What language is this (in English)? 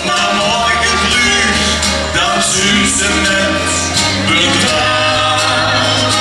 Limburgish